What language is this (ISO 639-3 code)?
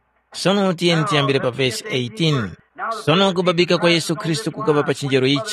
tum